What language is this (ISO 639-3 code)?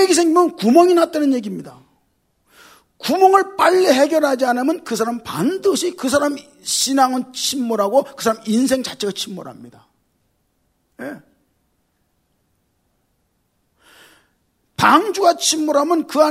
kor